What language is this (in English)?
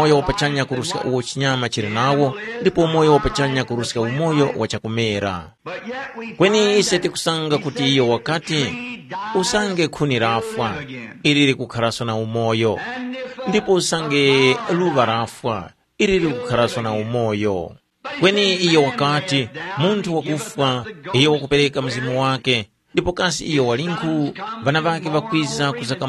Tumbuka